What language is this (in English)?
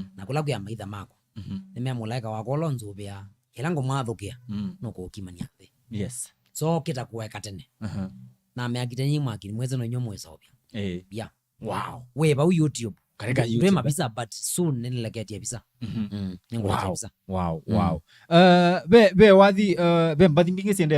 Kamba